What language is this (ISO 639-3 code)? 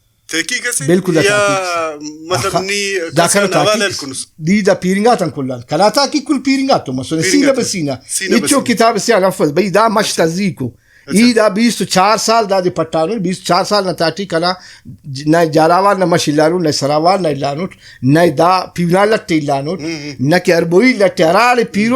brh